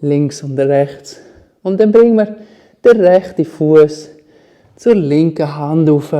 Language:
Swiss German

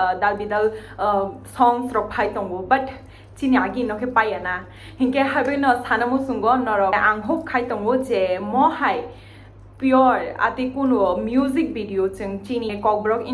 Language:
Kok Borok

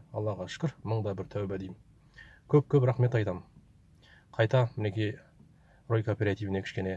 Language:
Kazakh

